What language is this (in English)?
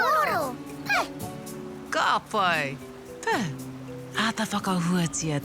Māori